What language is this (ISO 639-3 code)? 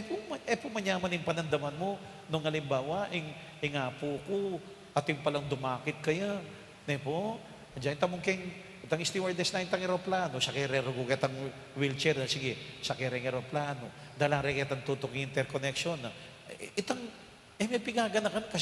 pam